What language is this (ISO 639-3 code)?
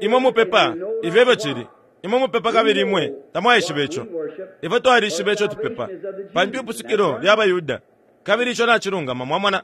bem